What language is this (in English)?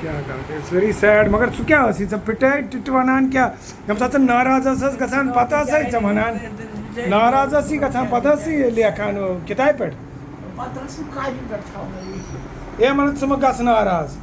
Kashmiri